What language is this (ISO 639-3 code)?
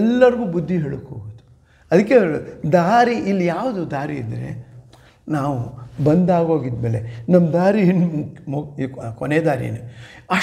kan